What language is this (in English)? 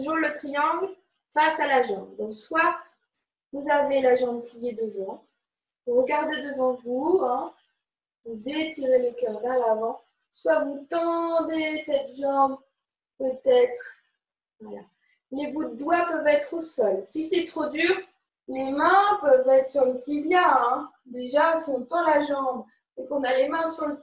French